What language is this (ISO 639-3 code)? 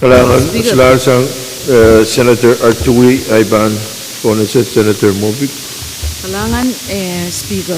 pon